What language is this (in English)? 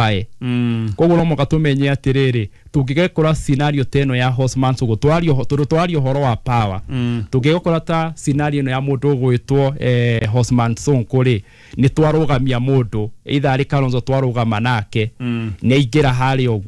Kikuyu